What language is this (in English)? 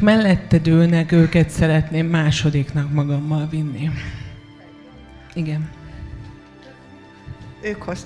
Hungarian